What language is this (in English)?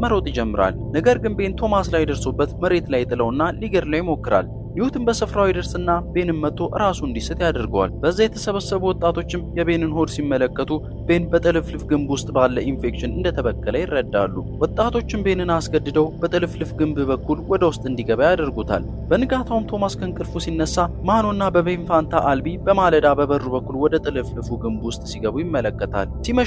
Amharic